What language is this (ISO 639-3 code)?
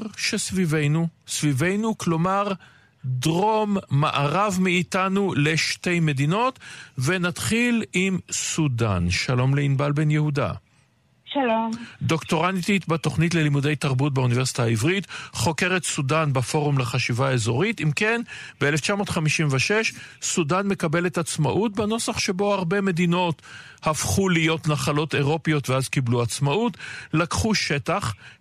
heb